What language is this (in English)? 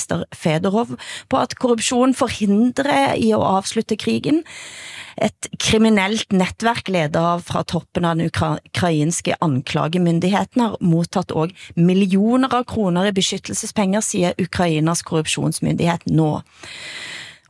Norwegian